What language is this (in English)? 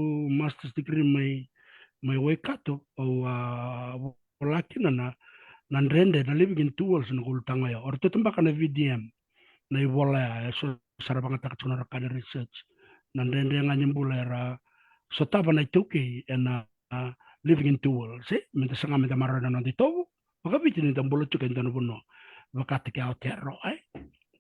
Fijian